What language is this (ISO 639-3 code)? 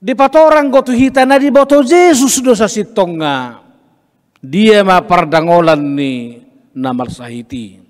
bbc